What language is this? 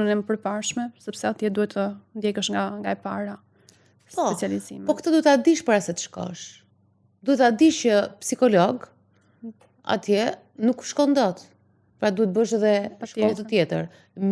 Albanian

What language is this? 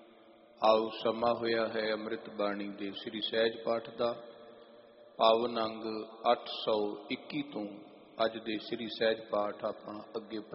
Punjabi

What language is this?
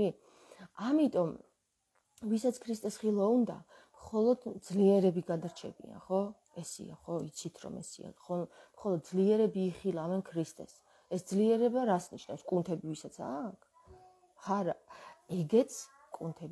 Georgian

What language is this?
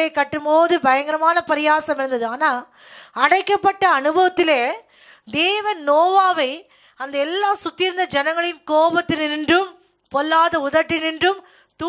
Tamil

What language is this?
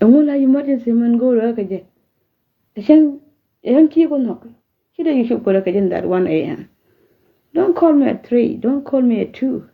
Nuer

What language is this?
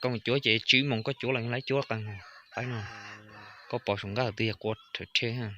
Hmong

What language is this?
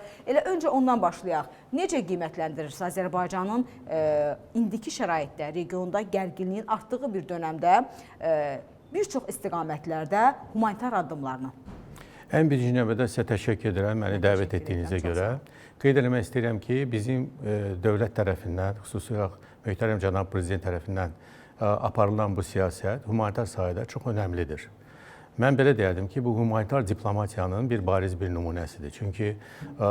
Azerbaijani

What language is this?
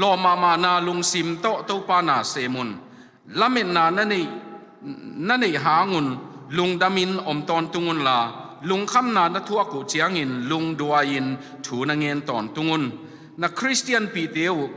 Tedim Chin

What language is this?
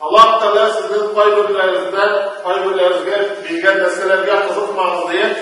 Tatar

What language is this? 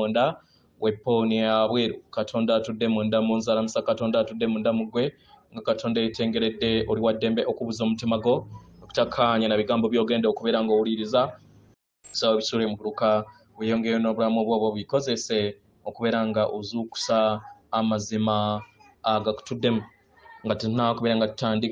Ganda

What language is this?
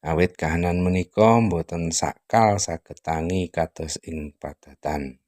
Javanese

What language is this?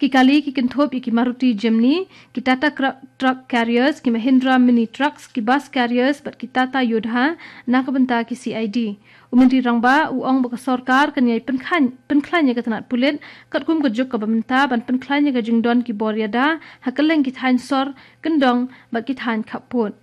Khasi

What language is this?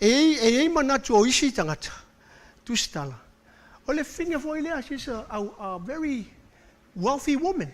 Samoan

